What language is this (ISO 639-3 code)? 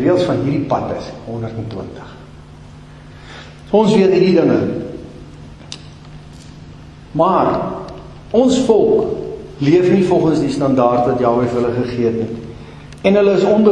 afr